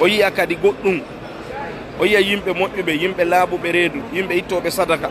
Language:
Fula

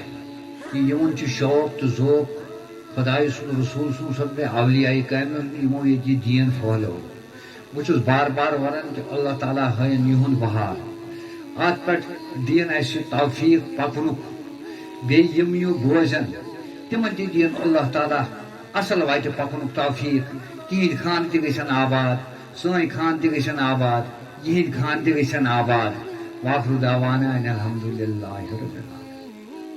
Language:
Kashmiri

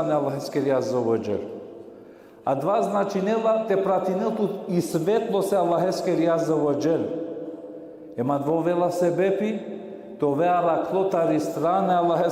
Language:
Balkan Romani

